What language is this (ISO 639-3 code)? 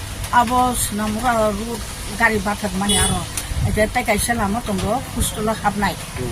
trp